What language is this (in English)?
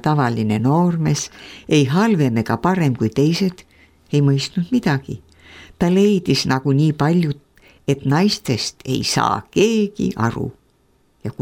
Estonian